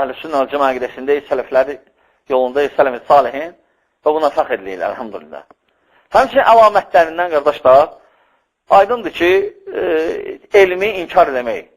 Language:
Azerbaijani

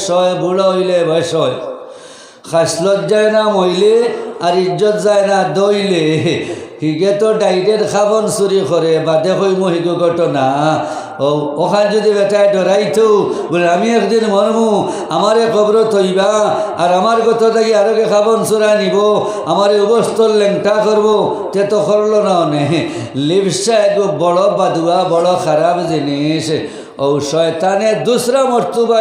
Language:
Sylheti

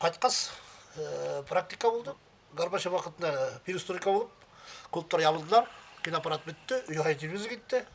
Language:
Bashkir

